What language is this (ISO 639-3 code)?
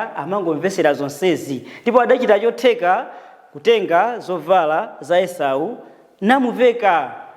nya